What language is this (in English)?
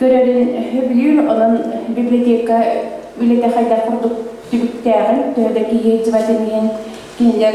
Yakut